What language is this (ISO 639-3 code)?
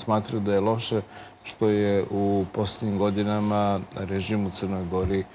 srp